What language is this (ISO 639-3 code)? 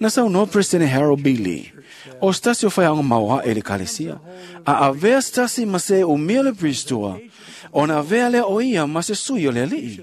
smo